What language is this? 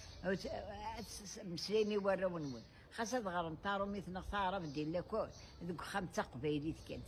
Kabyle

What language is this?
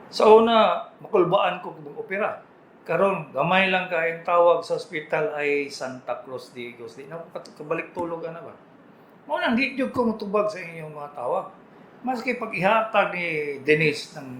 Cebuano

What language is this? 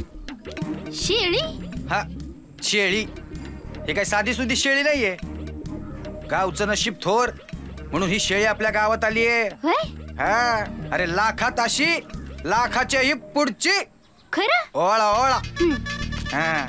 Marathi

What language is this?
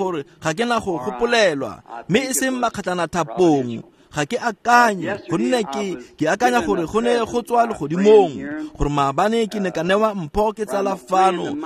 Tswana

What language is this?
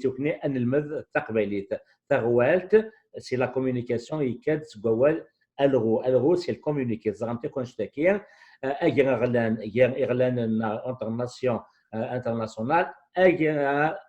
Kabyle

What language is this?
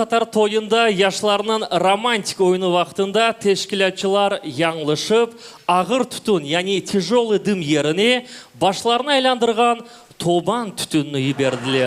Crimean Tatar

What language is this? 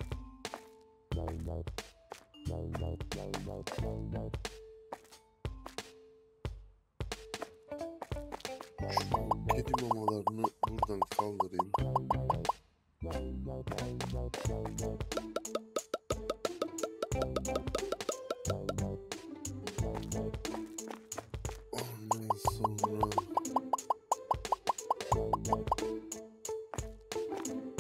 Turkish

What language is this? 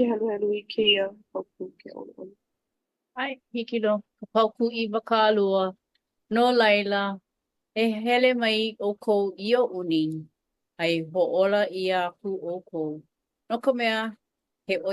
Hawaiian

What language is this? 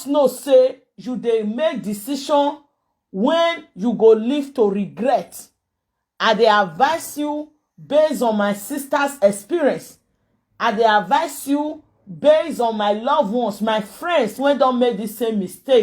Nigerian Pidgin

